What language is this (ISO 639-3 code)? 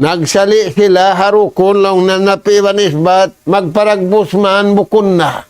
tsg